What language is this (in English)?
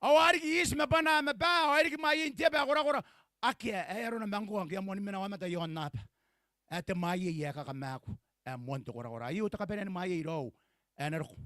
Gilbertese